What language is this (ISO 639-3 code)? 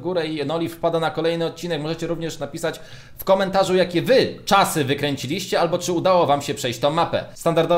pol